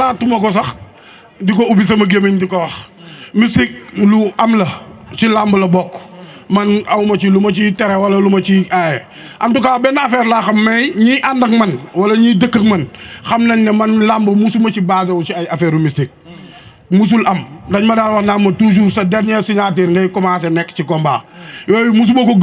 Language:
Wolof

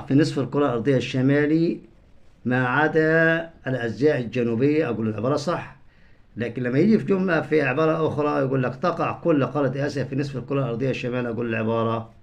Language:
Egyptian Arabic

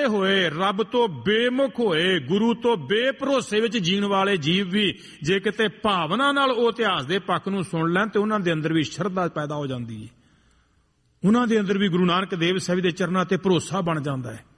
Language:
Punjabi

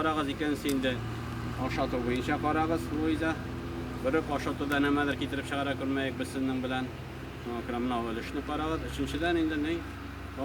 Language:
Tatar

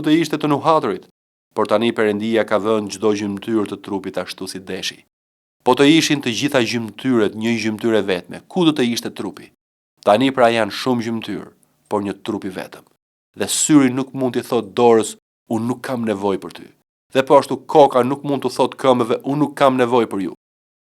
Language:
Albanian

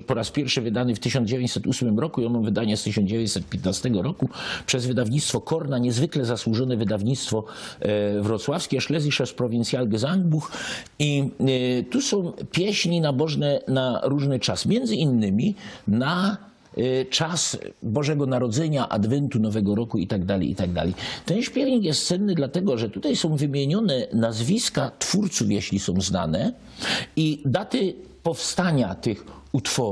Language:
Silesian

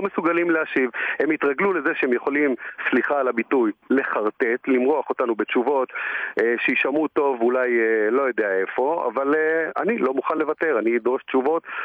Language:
Hebrew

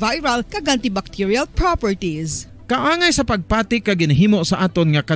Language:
Hiligaynon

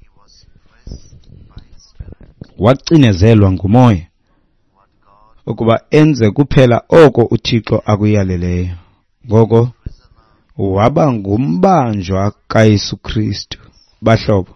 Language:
Xhosa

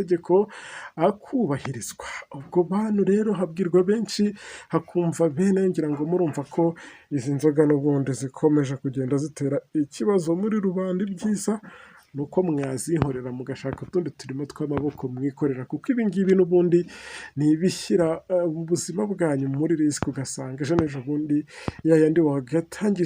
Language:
Kinyarwanda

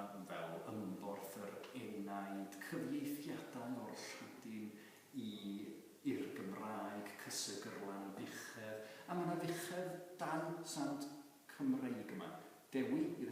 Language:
Welsh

